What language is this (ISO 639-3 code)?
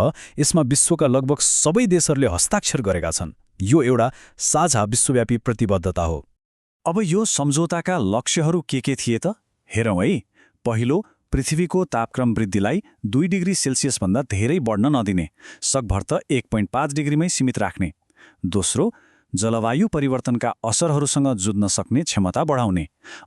nep